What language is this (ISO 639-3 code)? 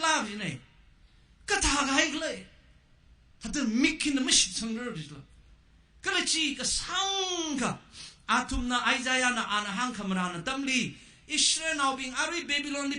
nmf